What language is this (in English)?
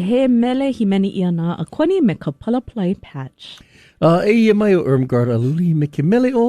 Hawaiian